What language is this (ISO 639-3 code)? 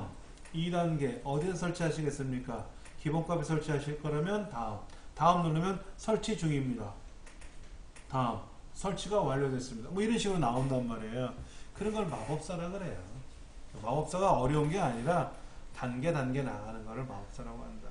kor